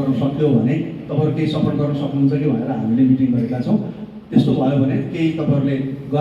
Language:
Nepali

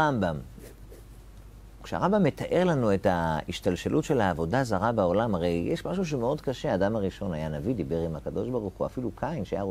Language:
Hebrew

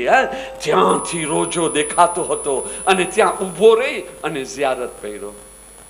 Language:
Gujarati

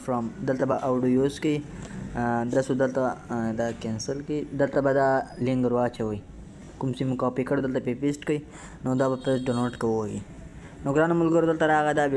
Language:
Pashto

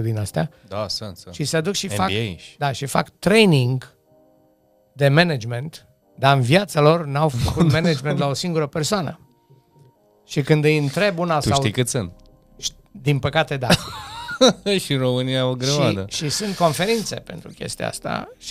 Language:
Romanian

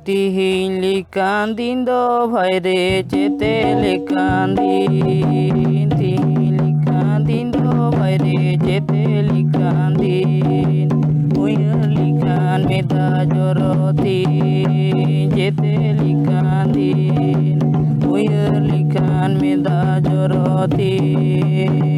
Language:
Santali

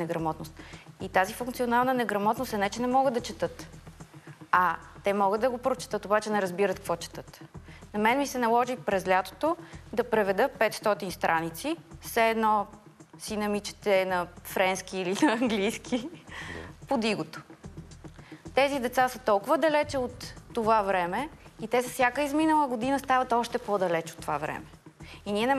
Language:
Bulgarian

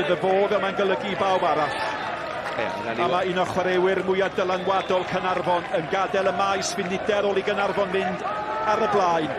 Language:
Welsh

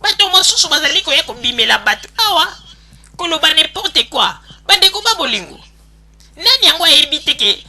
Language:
Lingala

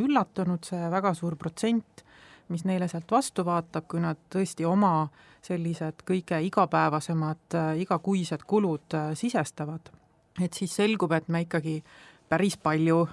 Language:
Estonian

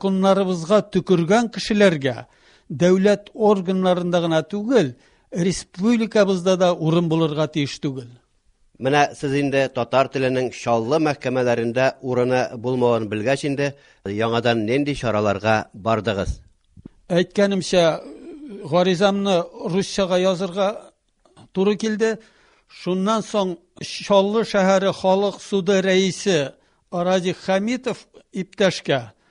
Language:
Tatar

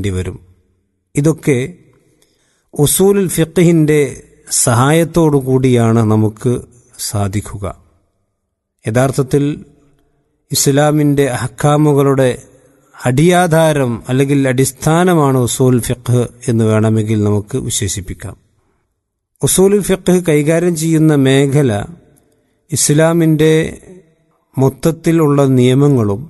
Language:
Malayalam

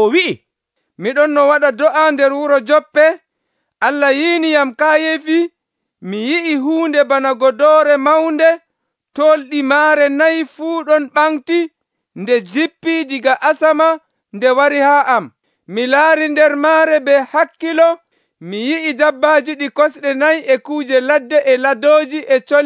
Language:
Nigerian Fulfulde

